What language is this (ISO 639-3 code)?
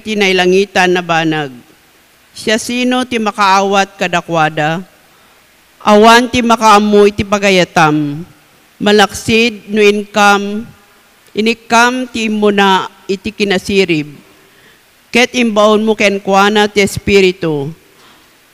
ilo